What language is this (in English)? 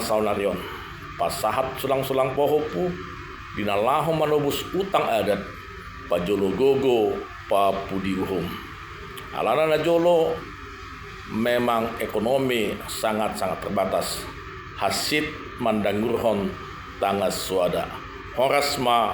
Batak Toba